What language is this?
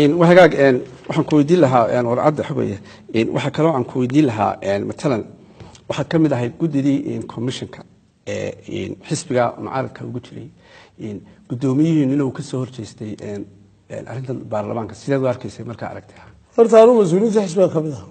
Somali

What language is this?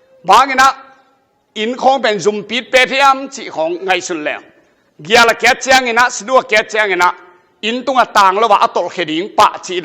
Tedim Chin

